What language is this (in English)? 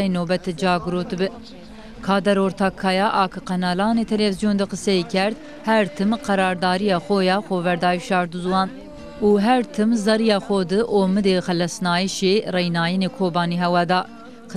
Zaza